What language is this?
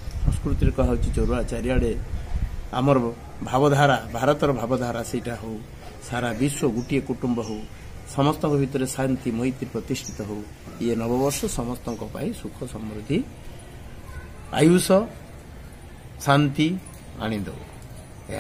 Odia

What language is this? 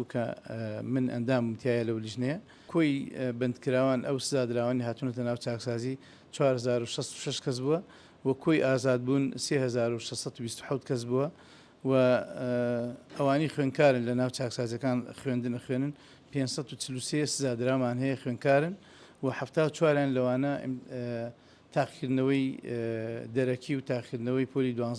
Central Kurdish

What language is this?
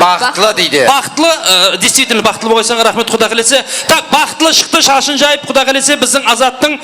Kara-Kalpak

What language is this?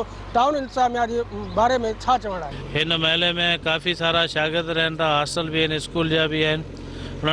Sindhi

